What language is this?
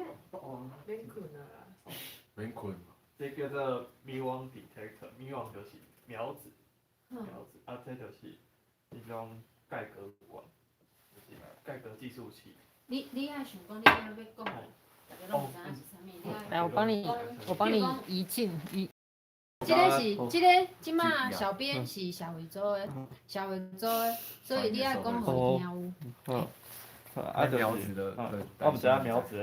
Min Nan Chinese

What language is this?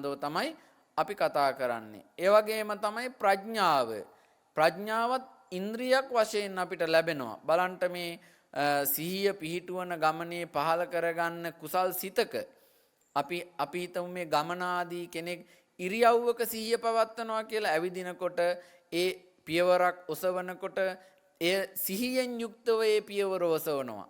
Sinhala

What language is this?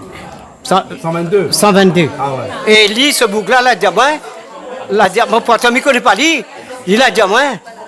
Réunion Creole French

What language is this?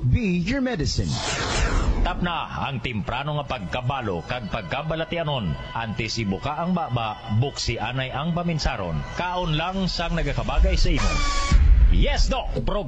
Hiligaynon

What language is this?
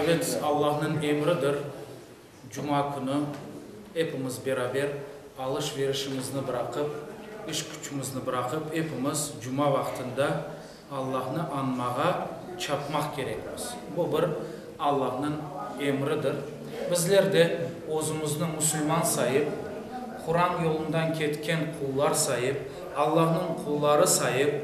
Crimean Tatar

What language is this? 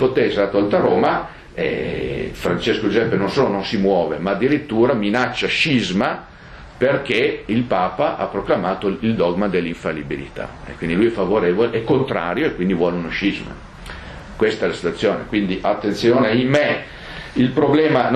Italian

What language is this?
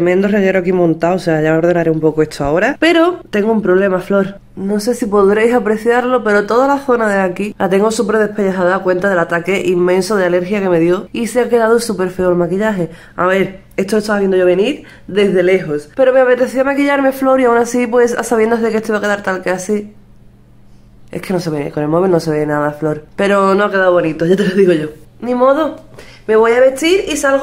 Spanish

